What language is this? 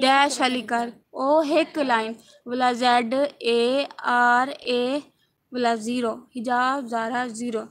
Saraiki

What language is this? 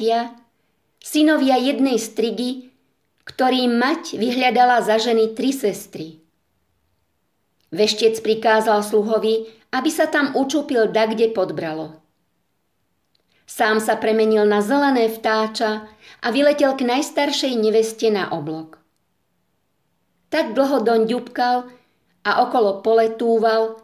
Slovak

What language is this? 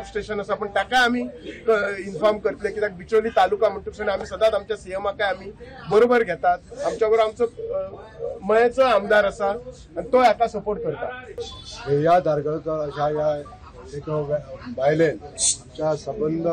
Konkani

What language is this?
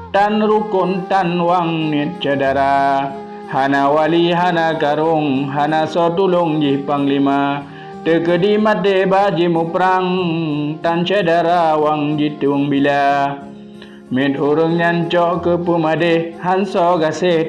Achinese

